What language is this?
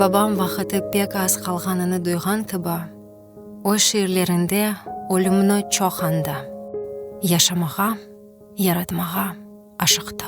Crimean Tatar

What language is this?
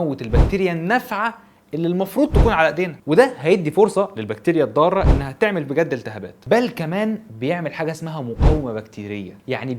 Egyptian Arabic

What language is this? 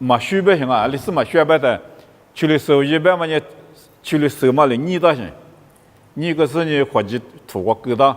Lisu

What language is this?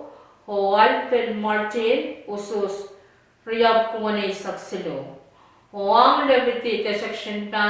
Pohnpeian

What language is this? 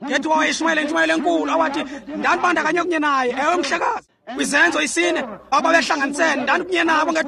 Xhosa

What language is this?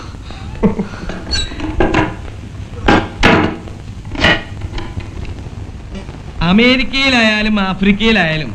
Malayalam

